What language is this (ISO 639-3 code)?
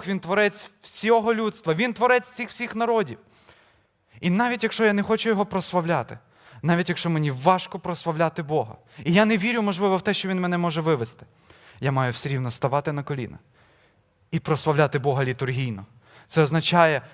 ukr